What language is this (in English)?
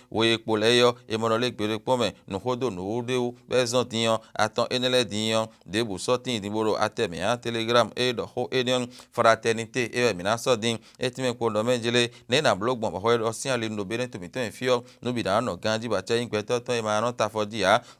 Fon